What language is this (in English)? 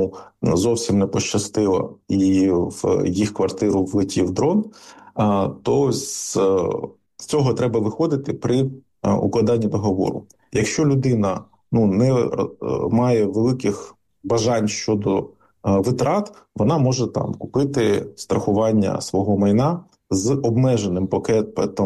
Ukrainian